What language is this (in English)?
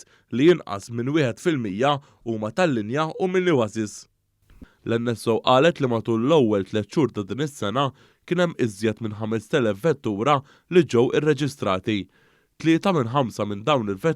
Maltese